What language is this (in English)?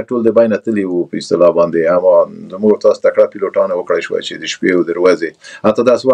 Pashto